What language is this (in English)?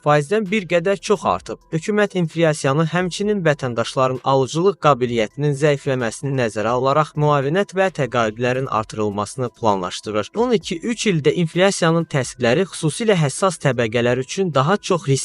Azerbaijani